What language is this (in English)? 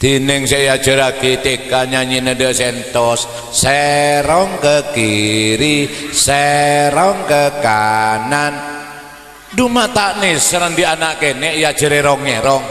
Madurese